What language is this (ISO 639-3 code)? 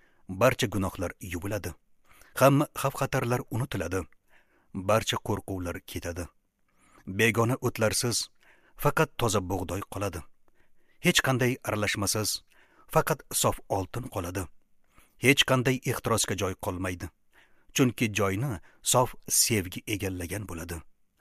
uzb